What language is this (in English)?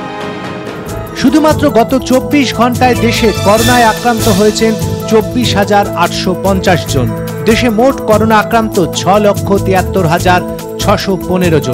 Bangla